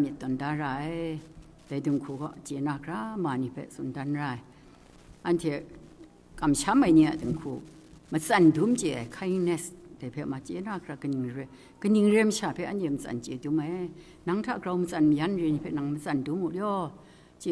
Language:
Kachin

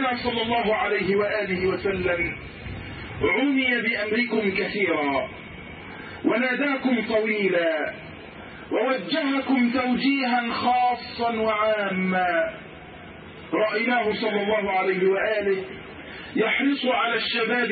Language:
Arabic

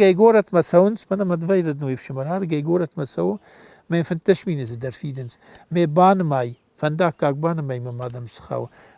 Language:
Ossetic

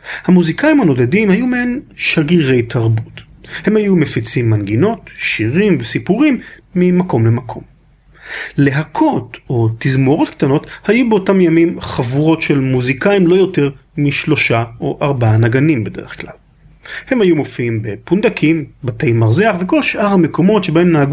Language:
Hebrew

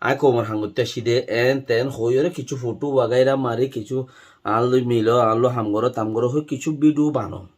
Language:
Rohingya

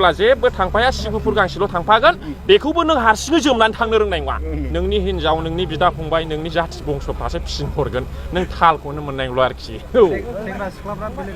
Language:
Bodo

